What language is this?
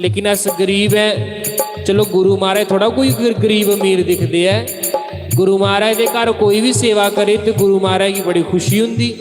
Dogri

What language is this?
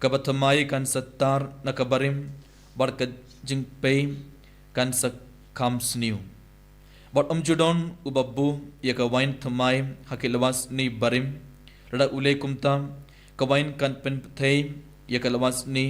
Khasi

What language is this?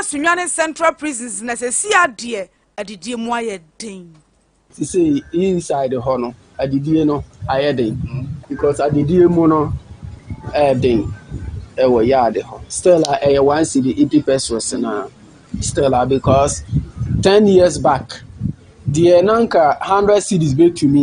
Akan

